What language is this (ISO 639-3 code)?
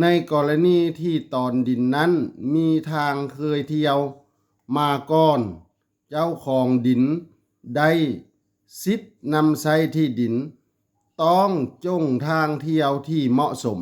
lao